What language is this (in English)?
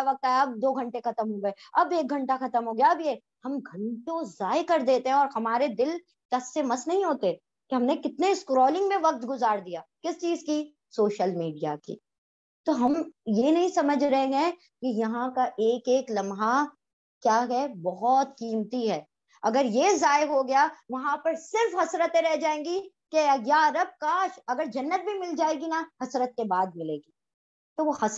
Urdu